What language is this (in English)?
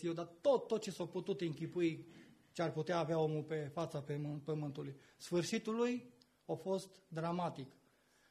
Romanian